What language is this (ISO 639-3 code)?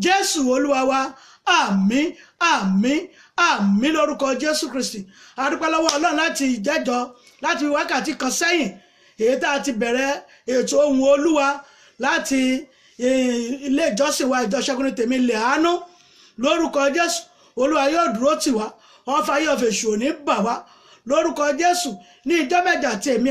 yor